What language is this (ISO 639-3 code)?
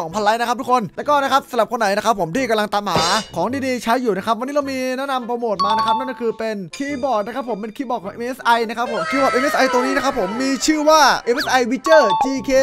tha